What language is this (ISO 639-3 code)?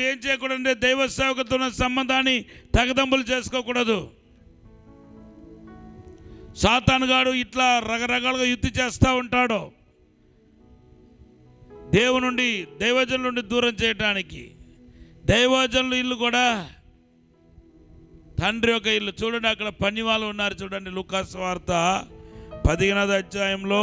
tel